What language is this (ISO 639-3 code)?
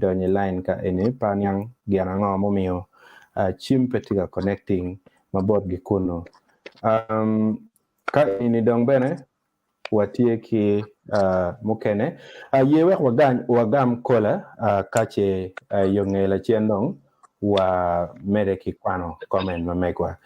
ach